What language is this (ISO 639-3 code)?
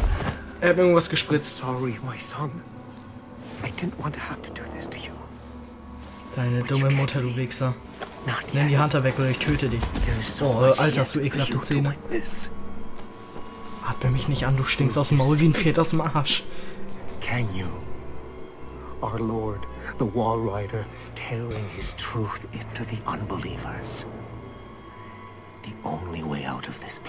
deu